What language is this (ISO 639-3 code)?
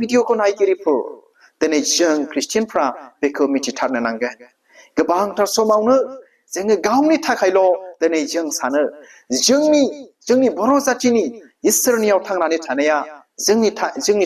brx